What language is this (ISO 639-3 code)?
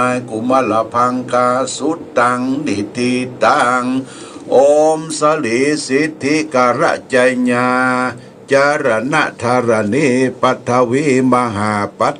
pli